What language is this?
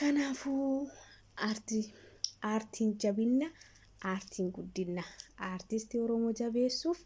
Oromo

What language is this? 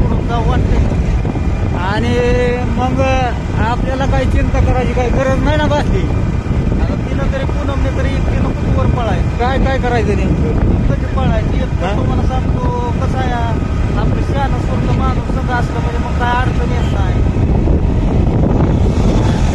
Marathi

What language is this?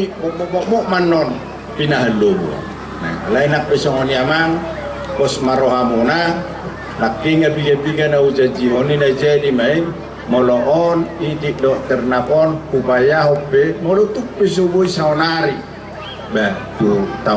Batak Toba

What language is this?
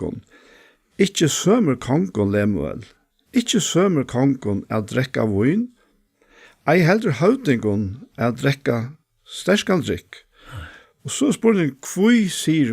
Faroese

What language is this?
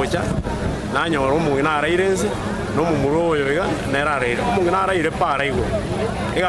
Gusii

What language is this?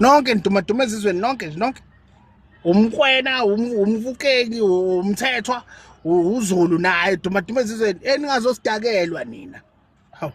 Zulu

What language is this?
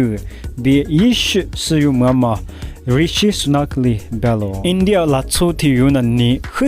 Lisu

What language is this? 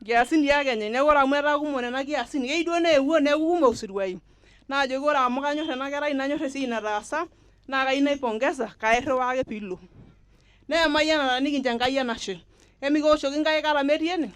Masai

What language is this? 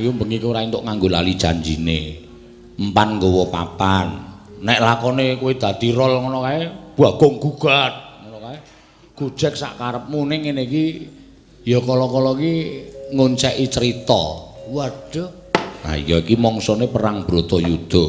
Javanese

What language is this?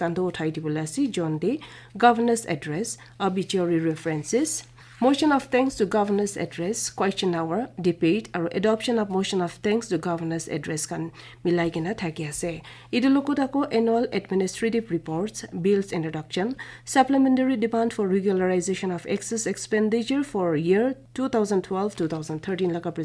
Naga Pidgin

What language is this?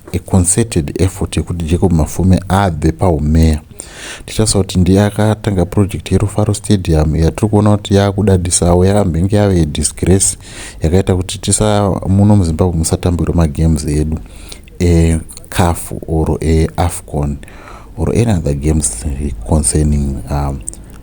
Shona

